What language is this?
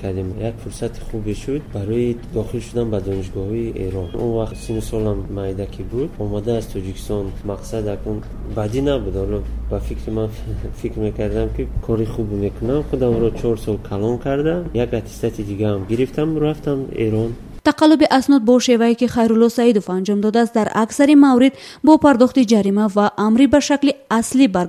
Tajik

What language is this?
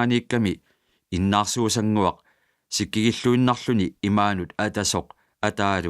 Kalaallisut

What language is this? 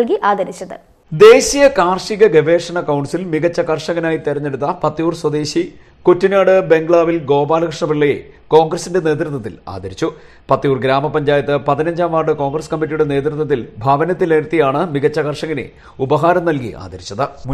Malayalam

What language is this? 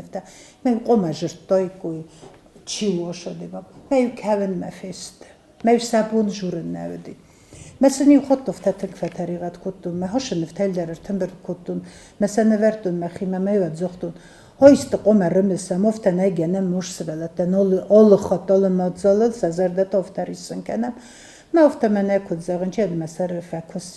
Ossetic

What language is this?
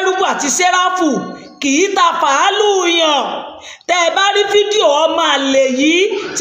Yoruba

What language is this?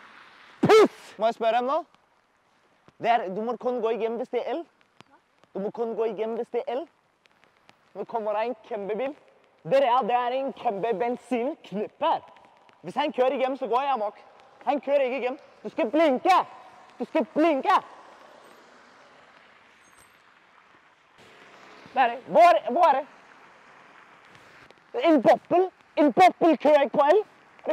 Danish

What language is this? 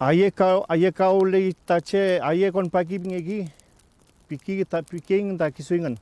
Mapuche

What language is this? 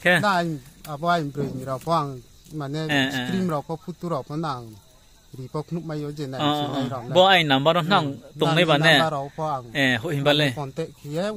Riang (India)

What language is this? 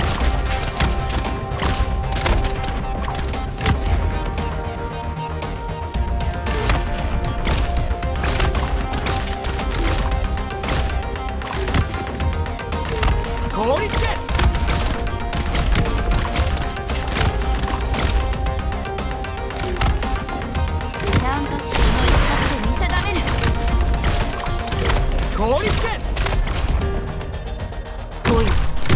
Japanese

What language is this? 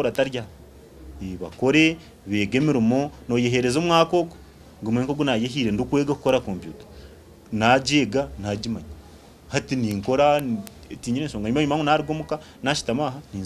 Nyankole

